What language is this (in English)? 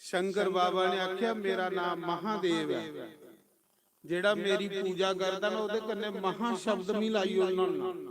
Dogri